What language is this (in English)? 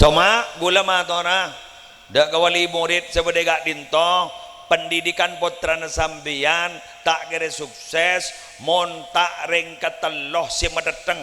Madurese